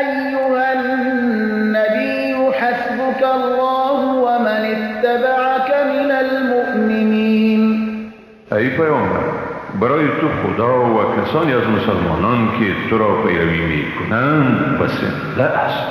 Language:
Persian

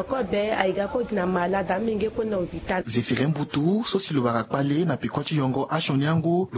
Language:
Sango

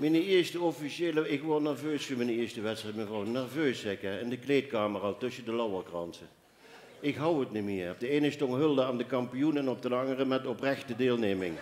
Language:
Limburgish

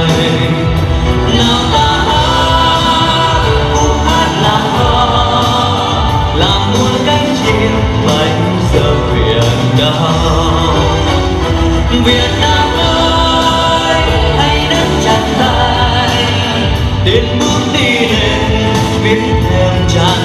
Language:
Vietnamese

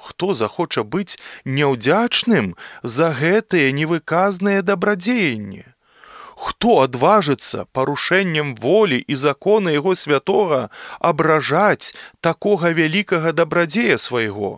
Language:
Belarusian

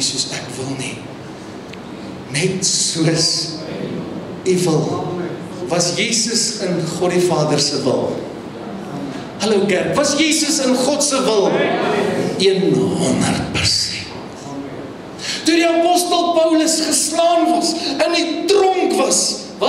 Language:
Afrikaans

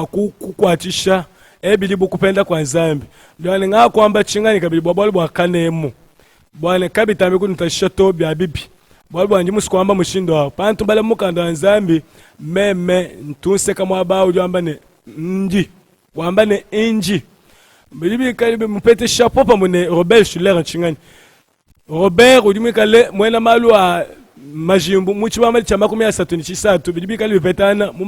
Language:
Luba-Lulua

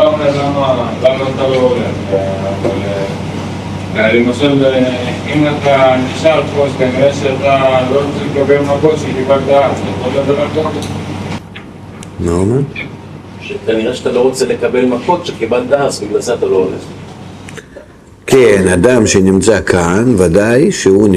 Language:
Hebrew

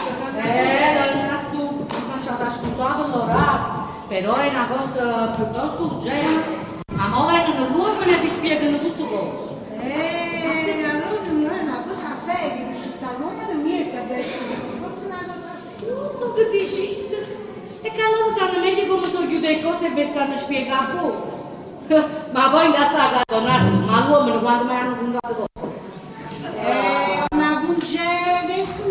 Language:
Neapolitan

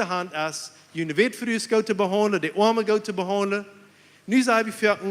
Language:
Plautdietsch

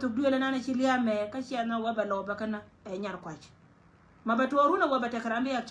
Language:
Nuer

